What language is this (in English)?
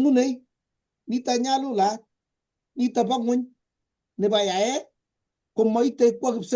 Kalenjin